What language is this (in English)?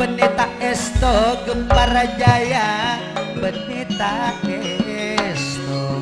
Madurese